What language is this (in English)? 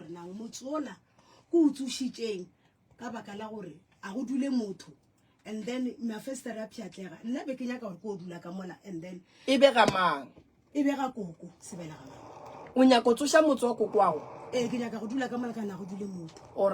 Northern Sotho